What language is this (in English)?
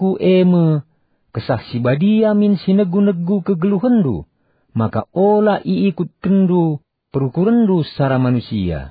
Batak Karo